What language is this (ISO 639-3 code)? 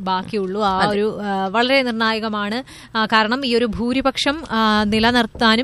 mal